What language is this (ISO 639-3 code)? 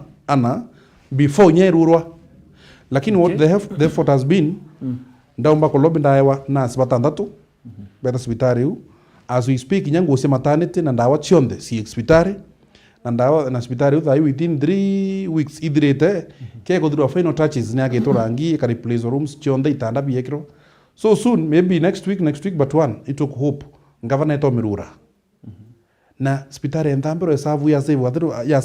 mer